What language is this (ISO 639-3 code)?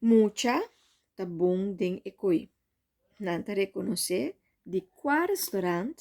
pap